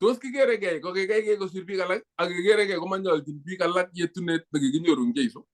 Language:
Kalenjin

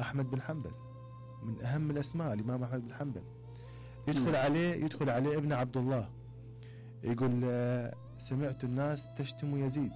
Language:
Mesopotamian Arabic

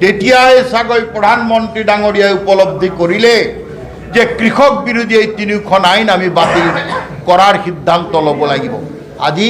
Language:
Assamese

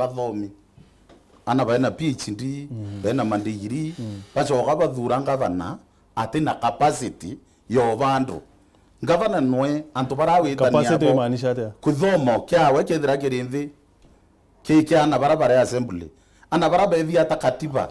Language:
Meru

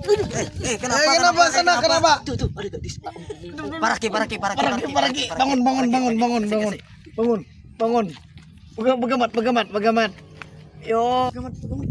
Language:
Banjar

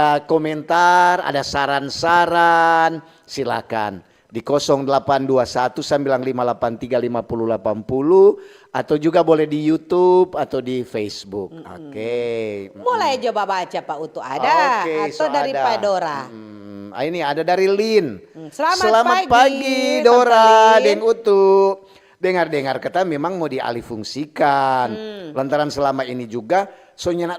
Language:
Manado Malay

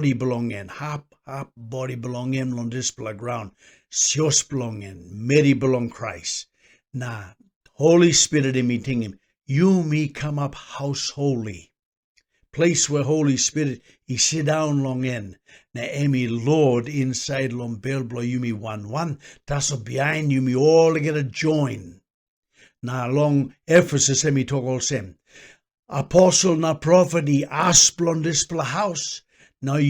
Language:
Tok Pisin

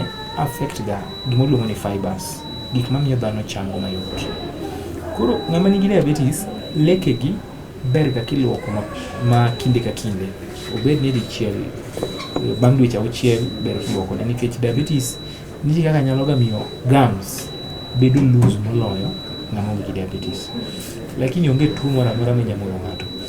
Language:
Luo (Kenya and Tanzania)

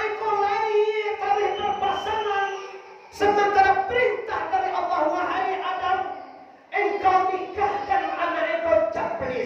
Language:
Minangkabau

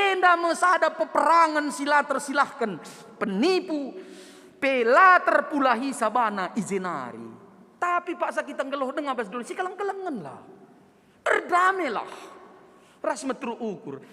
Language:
Batak Karo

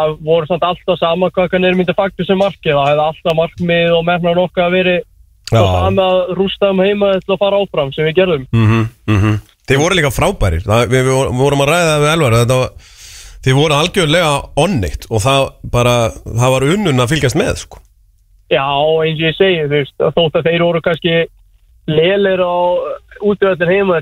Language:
Icelandic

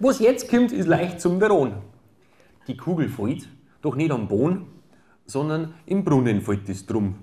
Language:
Bavarian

